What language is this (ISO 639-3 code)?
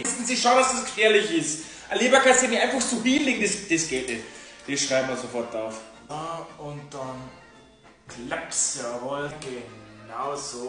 bar